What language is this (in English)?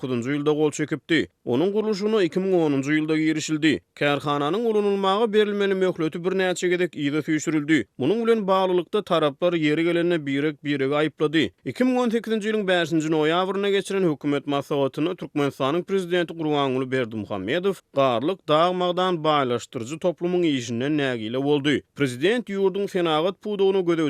Turkmen